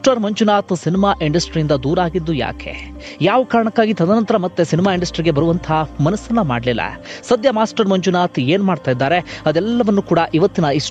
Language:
Kannada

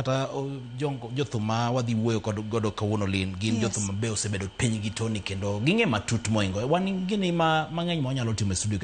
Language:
Luo (Kenya and Tanzania)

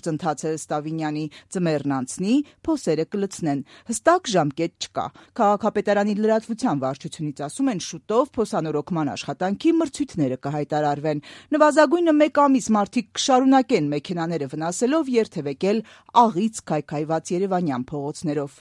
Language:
Armenian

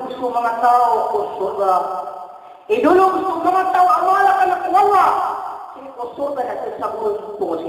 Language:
Maranao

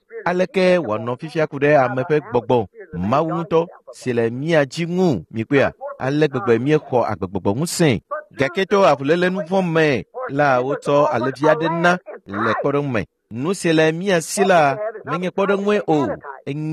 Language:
Ewe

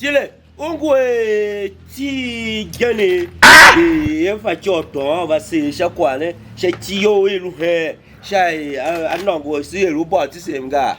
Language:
Tiv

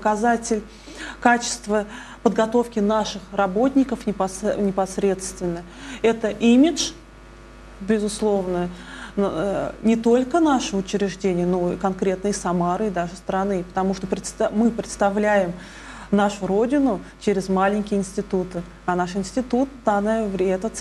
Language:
Russian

